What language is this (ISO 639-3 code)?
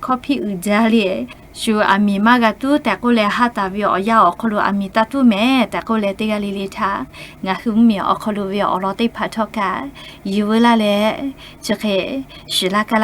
lhu